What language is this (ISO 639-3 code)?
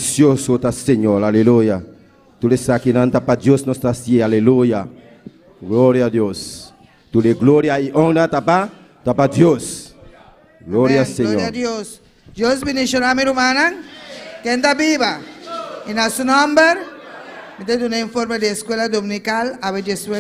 pap